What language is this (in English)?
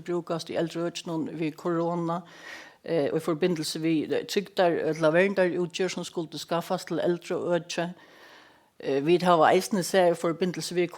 Faroese